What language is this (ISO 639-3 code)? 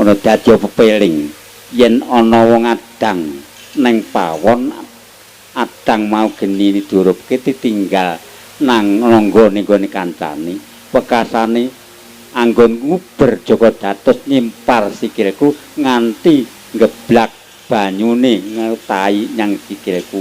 jav